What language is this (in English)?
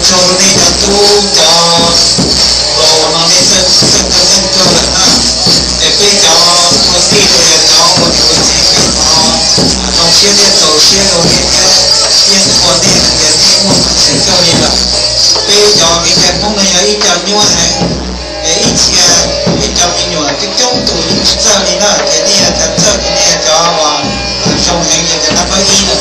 Hmong